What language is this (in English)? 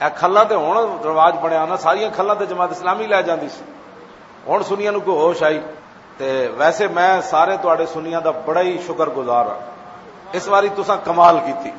Western Panjabi